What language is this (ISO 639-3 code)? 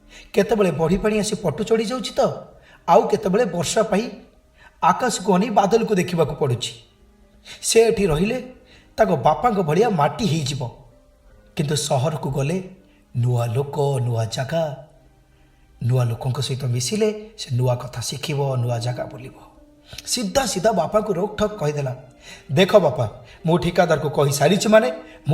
ori